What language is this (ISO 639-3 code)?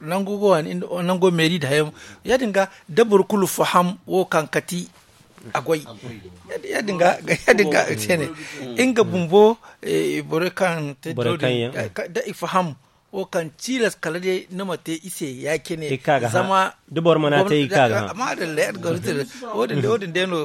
dje